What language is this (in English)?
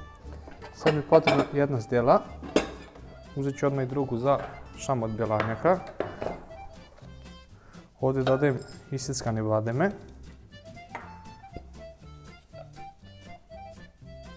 Croatian